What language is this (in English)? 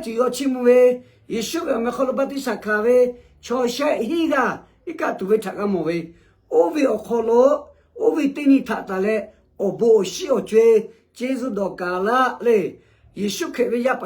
Lahu